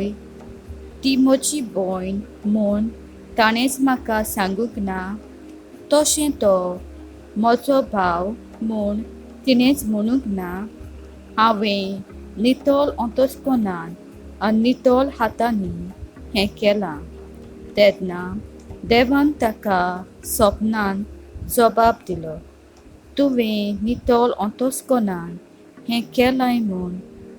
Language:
Konkani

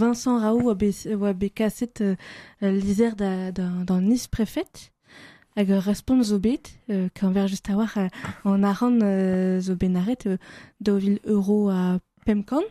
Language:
Breton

